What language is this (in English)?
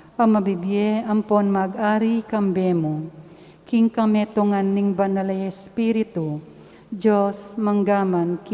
Pampanga